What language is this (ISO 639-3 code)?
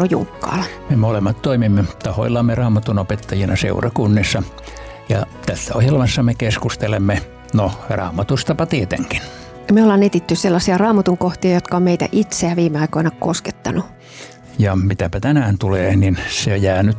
fin